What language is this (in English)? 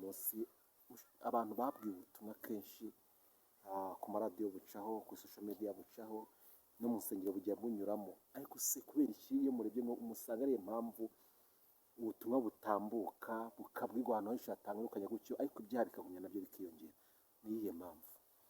Kinyarwanda